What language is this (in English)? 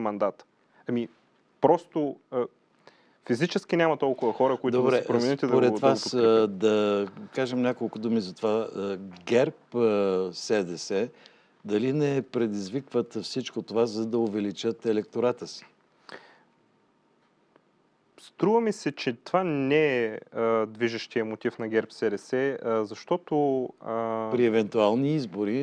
Bulgarian